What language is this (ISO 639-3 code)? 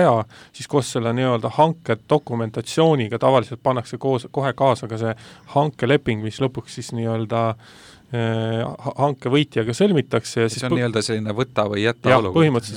est